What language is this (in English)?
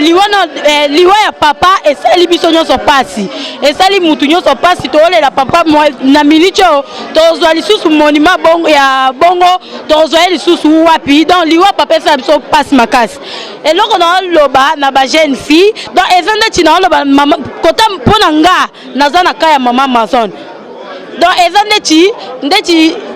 Lingala